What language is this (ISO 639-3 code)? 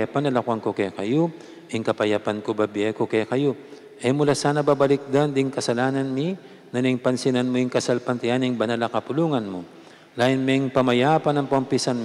pam